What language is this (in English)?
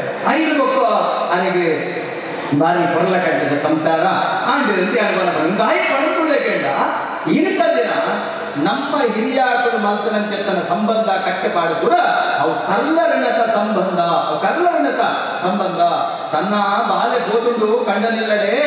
Tulu